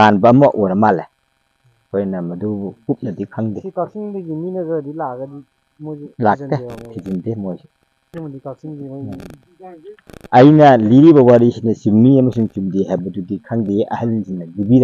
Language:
Manipuri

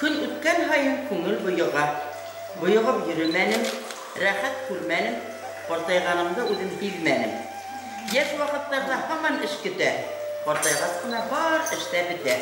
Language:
Bashkir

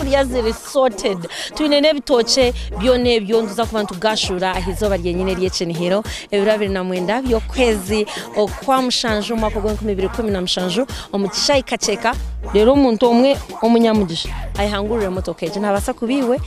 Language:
Nyankole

